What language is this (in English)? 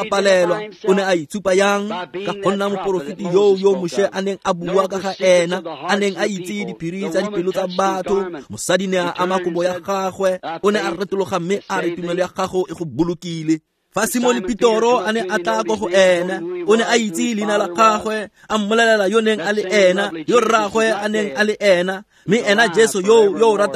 Tswana